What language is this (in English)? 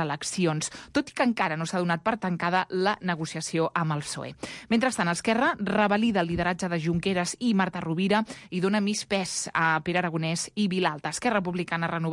Catalan